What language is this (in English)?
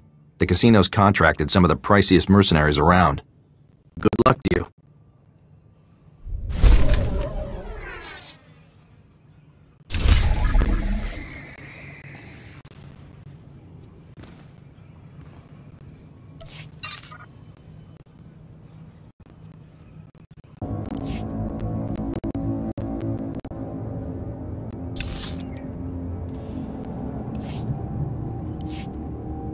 English